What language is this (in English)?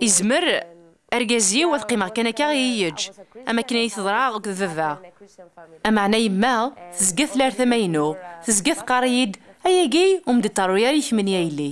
Kabyle